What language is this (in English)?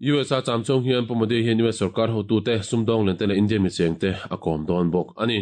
Mizo